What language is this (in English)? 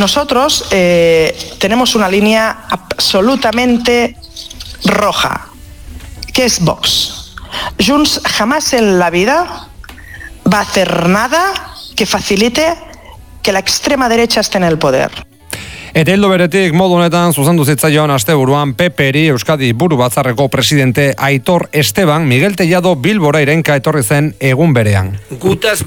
Basque